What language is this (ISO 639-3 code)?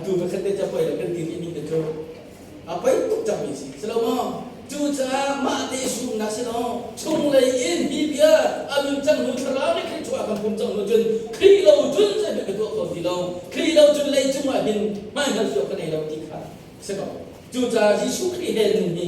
cnh